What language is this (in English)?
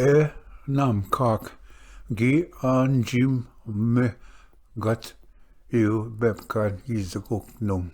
Ojibwa